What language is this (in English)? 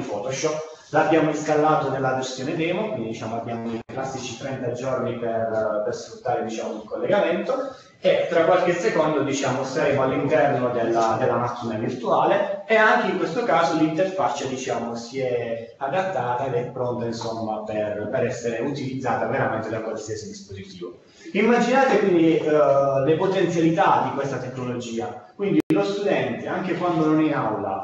Italian